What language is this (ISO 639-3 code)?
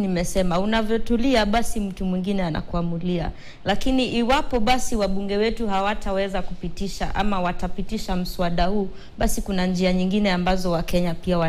swa